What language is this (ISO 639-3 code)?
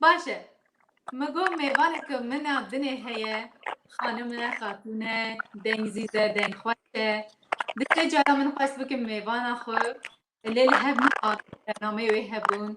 kur